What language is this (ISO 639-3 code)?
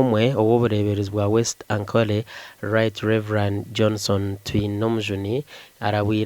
nyn